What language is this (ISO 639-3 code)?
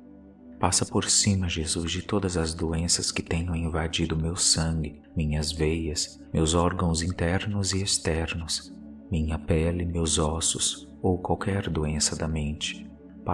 por